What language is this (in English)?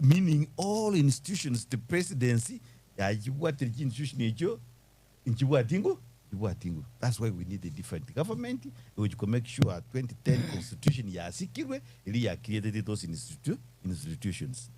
Gusii